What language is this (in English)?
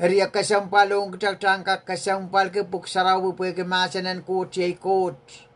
Pohnpeian